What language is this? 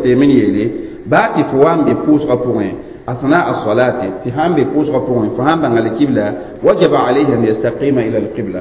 Mossi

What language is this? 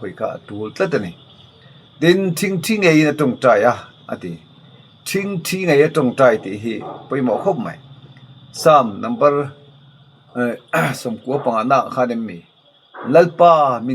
Mizo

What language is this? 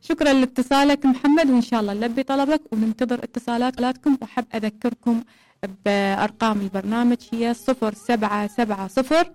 Mesopotamian Arabic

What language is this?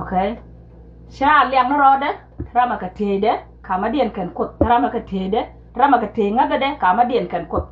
Nuer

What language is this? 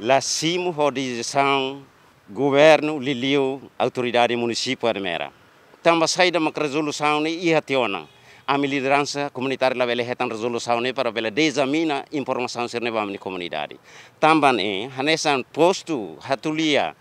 Tetum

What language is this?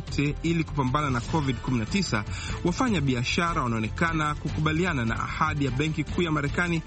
Swahili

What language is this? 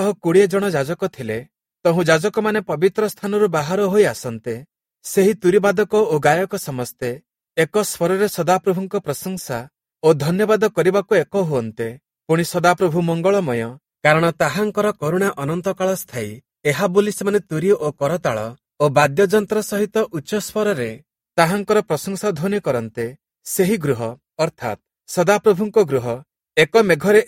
Odia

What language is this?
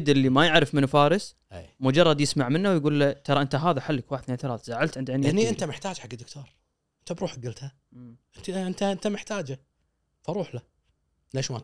Gulf Arabic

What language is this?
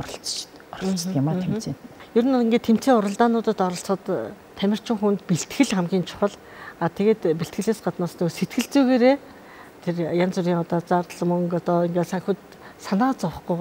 Mongolian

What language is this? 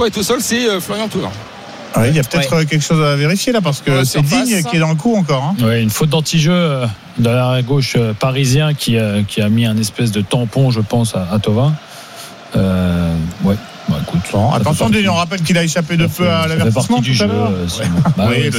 French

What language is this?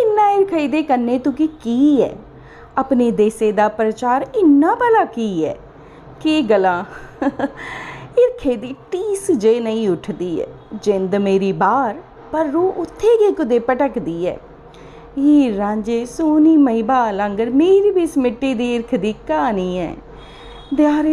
Dogri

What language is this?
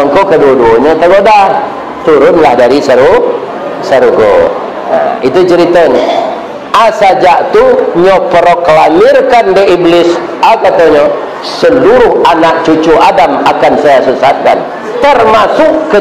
Minangkabau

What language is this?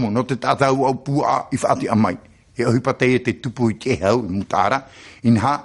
Tahitian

